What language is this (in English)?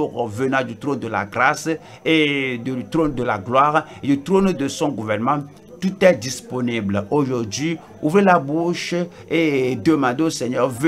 French